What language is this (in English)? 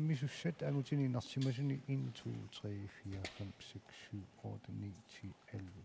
Kalaallisut